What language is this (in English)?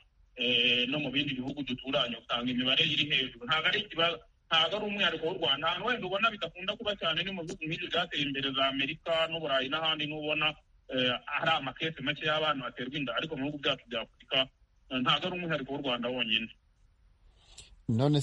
Kinyarwanda